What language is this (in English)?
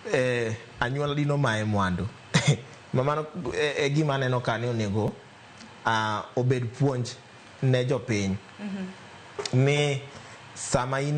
Luo (Kenya and Tanzania)